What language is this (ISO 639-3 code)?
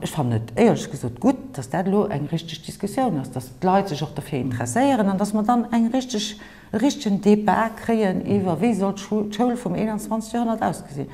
ltz